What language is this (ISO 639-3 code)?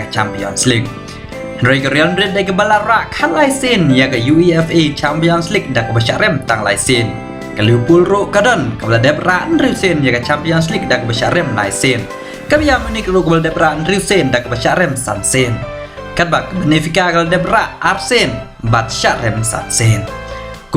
kha